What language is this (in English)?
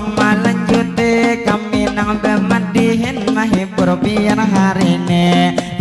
Banjar